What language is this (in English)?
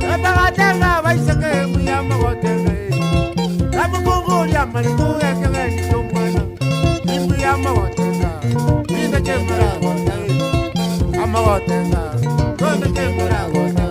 Gusii